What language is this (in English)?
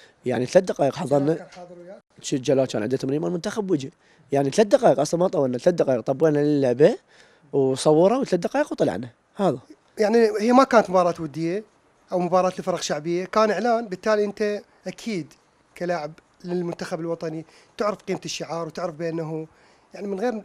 Mesopotamian Arabic